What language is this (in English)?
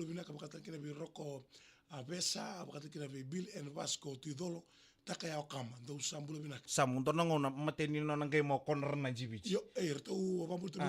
Fijian